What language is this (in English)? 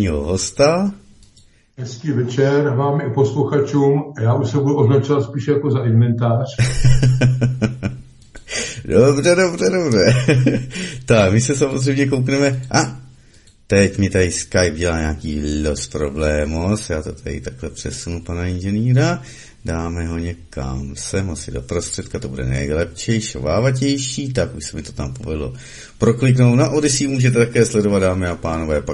Czech